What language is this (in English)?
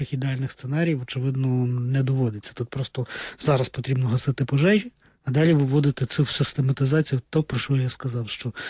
Ukrainian